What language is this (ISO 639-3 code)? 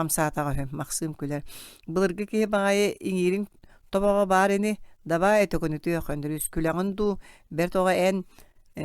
sah